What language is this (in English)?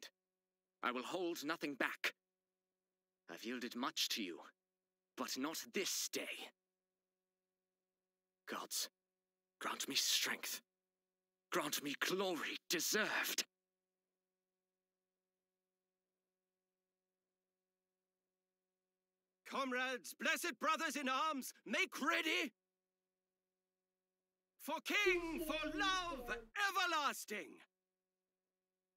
English